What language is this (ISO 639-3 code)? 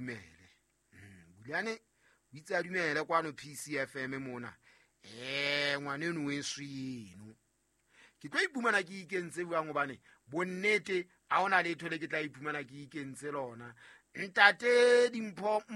sot